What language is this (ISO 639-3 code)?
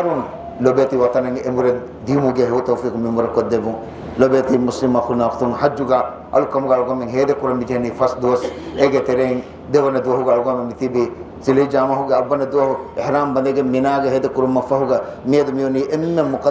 div